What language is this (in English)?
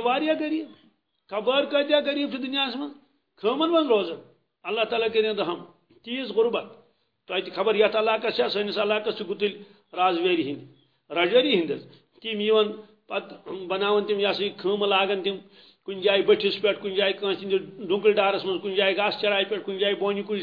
Kashmiri